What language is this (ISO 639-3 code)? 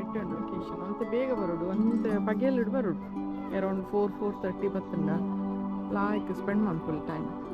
tcy